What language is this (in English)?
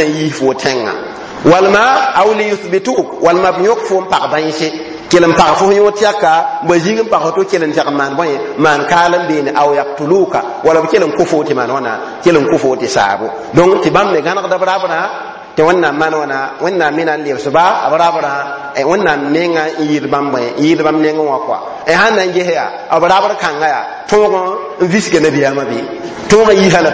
Mossi